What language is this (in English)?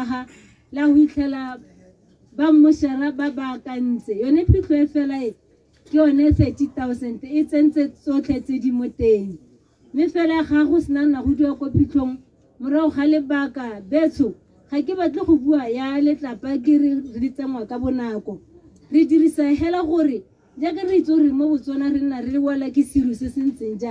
Tswana